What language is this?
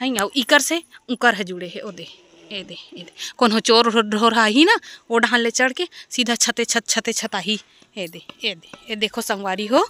Chhattisgarhi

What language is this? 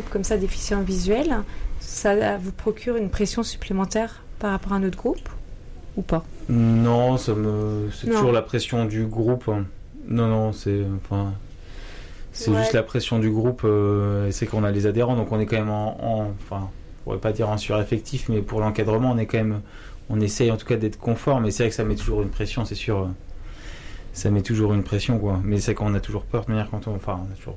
French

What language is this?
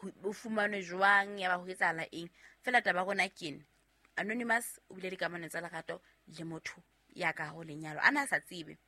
Southern Sotho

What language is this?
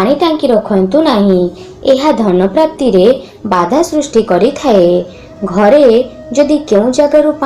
Odia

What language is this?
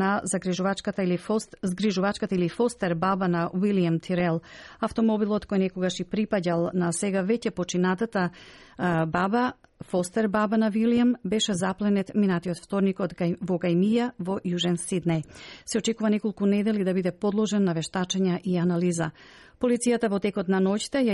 Macedonian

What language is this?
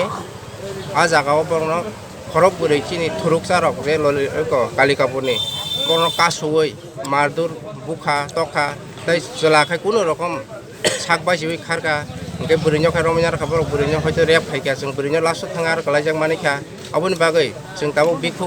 Kok Borok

